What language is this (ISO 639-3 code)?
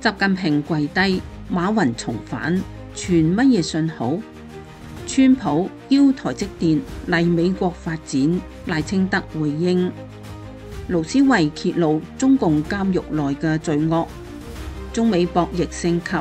yue